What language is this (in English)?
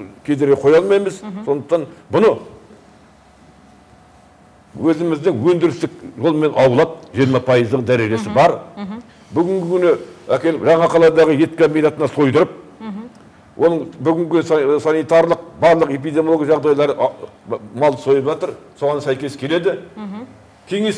Kazakh